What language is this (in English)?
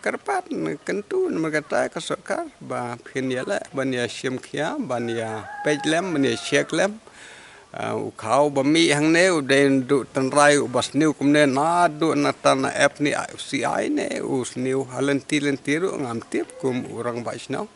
Khasi